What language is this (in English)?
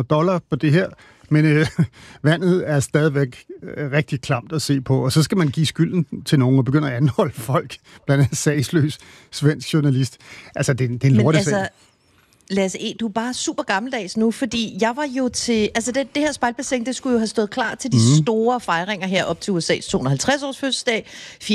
Danish